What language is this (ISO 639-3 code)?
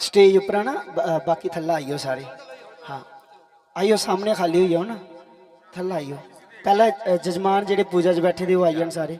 doi